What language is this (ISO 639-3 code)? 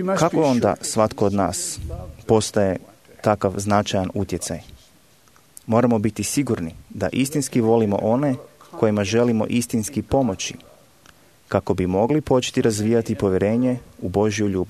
hrv